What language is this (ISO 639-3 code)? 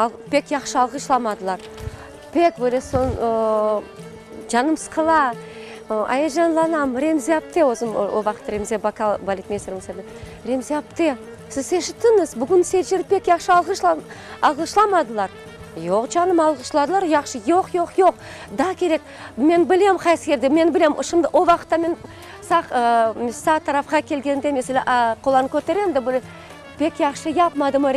crh